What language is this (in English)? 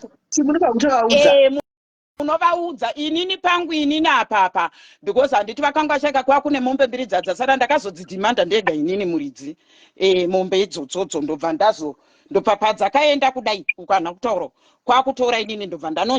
Shona